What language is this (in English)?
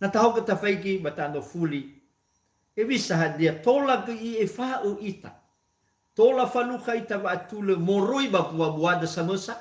Nias